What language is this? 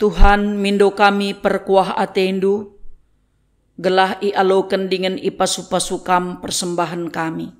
Batak Karo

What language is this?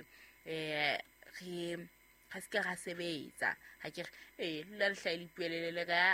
Southern Sotho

